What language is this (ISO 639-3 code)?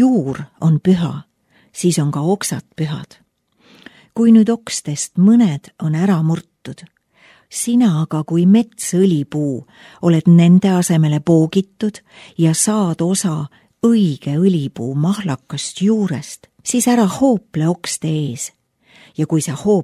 est